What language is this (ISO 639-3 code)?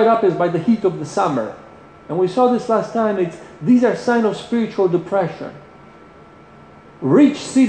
eng